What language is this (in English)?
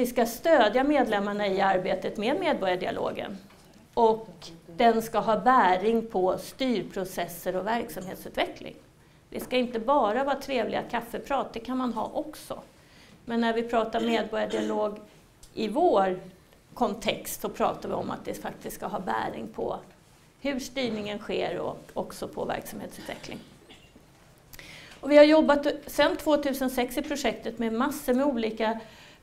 Swedish